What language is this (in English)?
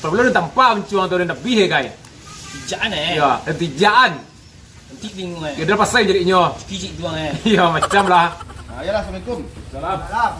Minangkabau